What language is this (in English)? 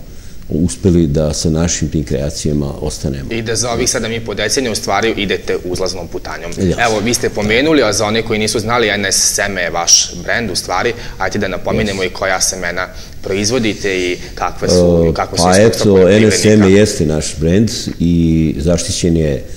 Serbian